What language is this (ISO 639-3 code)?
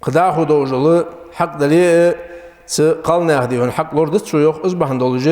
inh